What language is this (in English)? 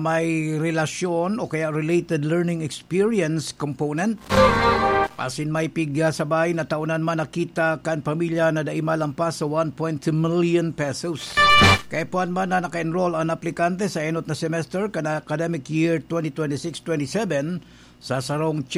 Bikol